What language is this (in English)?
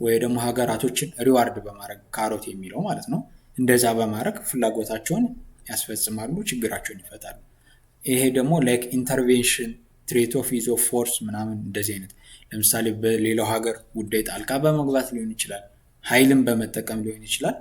Amharic